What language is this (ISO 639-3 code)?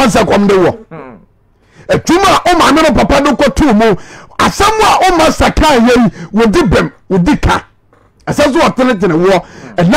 aka